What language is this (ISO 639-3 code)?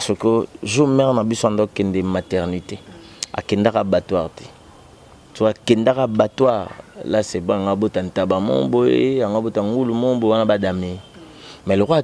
lin